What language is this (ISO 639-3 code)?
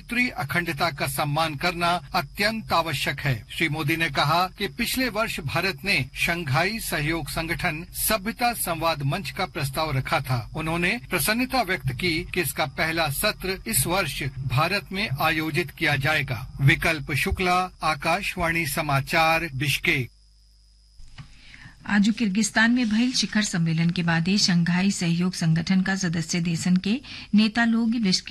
bho